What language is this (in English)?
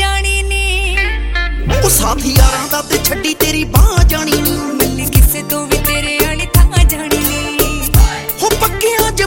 Punjabi